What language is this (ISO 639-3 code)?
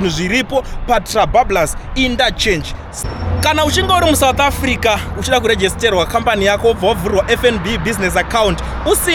sna